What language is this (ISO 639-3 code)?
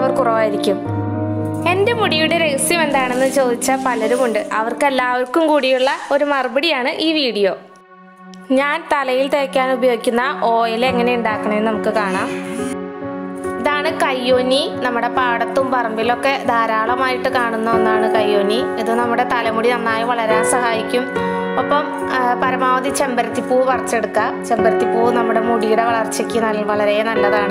mal